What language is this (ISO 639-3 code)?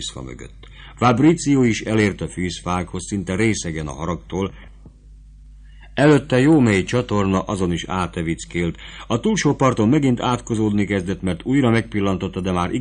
hun